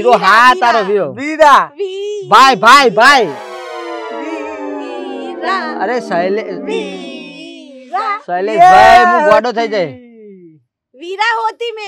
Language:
Gujarati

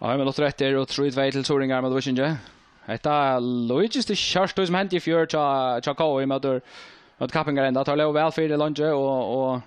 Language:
Faroese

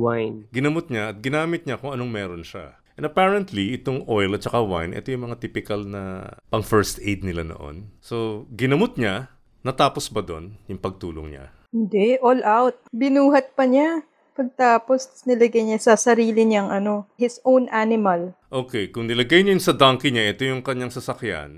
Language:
Filipino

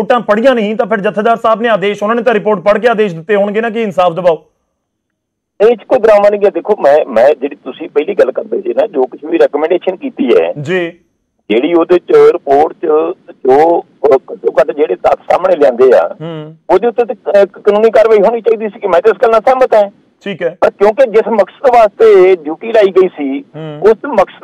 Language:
Punjabi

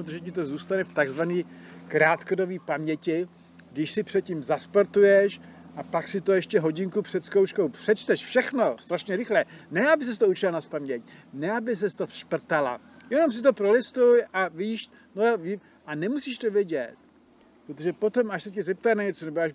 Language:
Czech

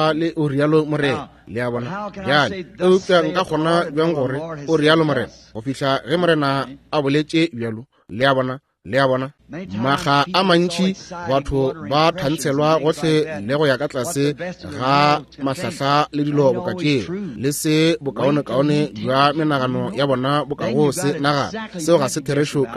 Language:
Northern Sotho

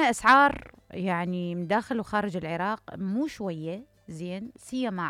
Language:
Mesopotamian Arabic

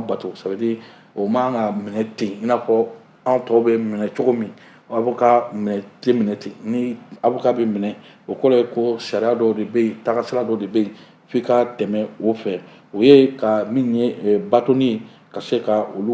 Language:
Bambara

